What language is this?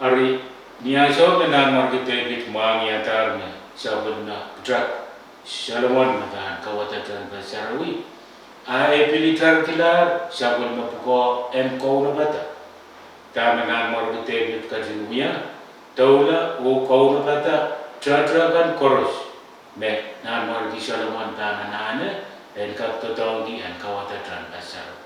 Pohnpeian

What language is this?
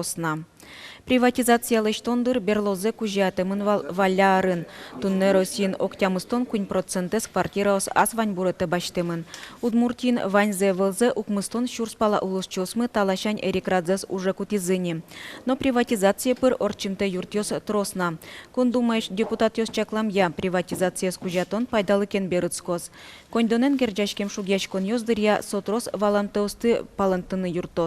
Udmurt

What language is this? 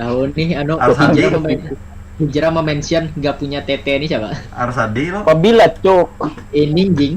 Banjar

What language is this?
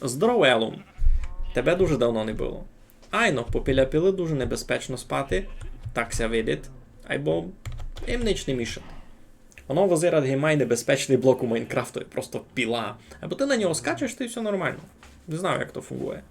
Rusyn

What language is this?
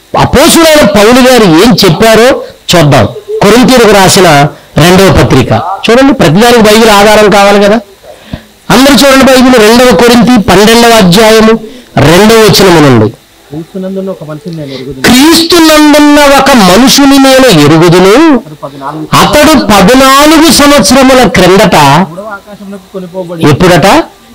Telugu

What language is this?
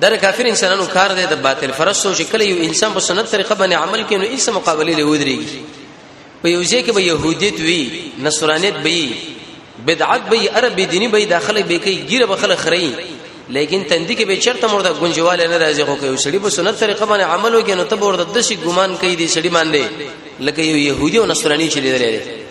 Pashto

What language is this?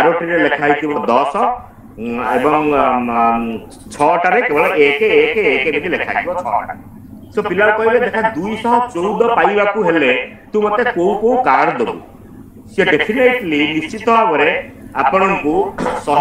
Odia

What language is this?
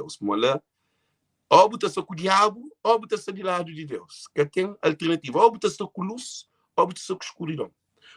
Kabuverdianu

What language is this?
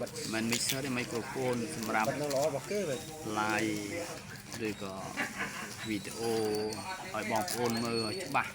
Khmer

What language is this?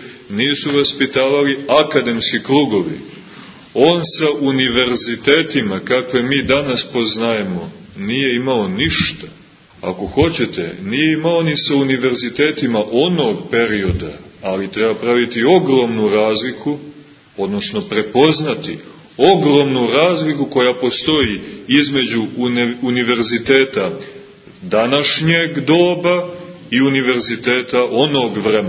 Serbian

